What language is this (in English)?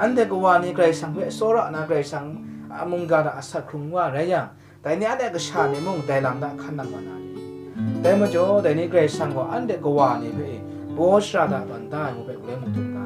Kachin